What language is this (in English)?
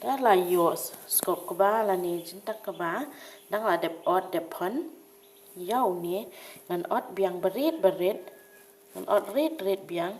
Khasi